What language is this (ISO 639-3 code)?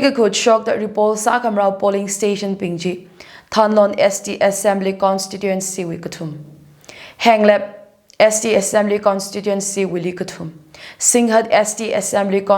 nmf